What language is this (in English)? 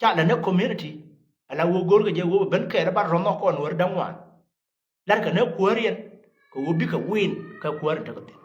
Nuer